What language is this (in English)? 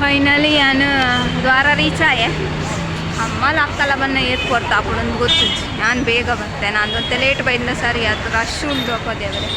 Tulu